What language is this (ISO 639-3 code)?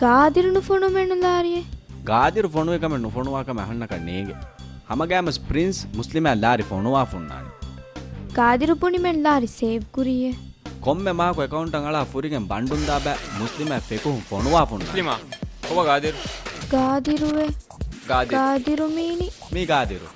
div